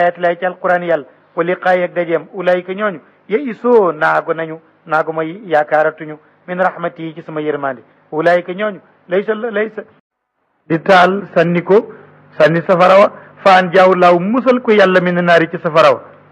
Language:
Wolof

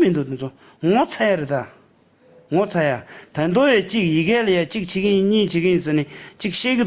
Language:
Tibetan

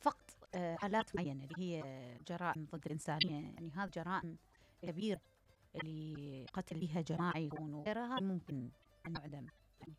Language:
Mesopotamian Arabic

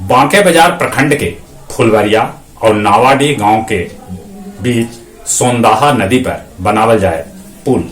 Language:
Magahi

